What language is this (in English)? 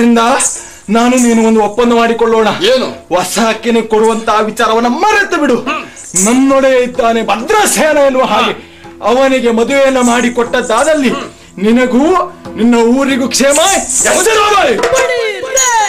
Kannada